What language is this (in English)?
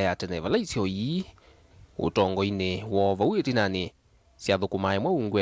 Kamba